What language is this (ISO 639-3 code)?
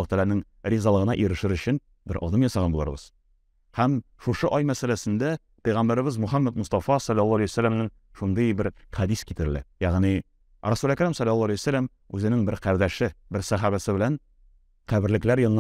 tat